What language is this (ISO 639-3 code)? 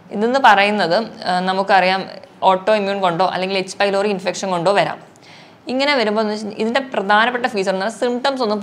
mal